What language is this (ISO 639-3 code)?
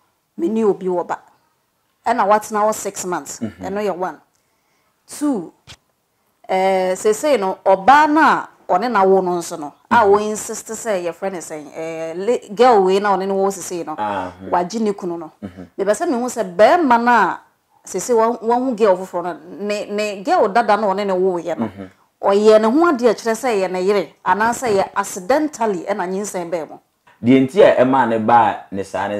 aka